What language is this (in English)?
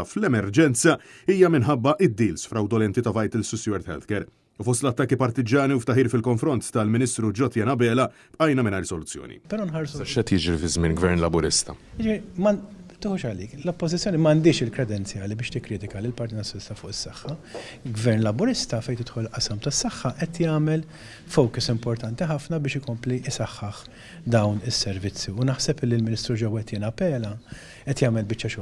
Maltese